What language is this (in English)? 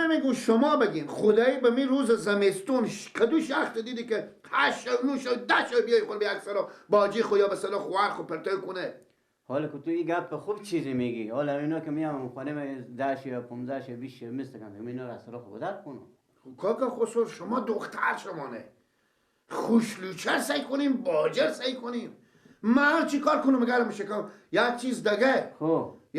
Persian